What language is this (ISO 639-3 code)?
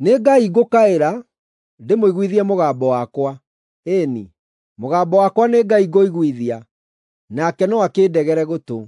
kik